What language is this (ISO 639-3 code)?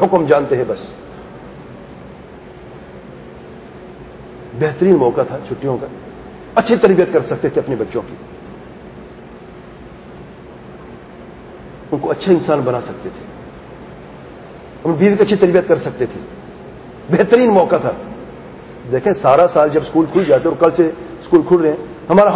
urd